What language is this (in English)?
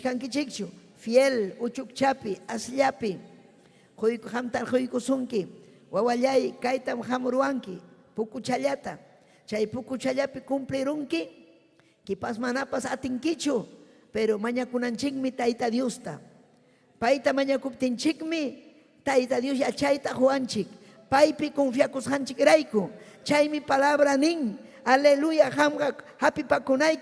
Ayacucho Quechua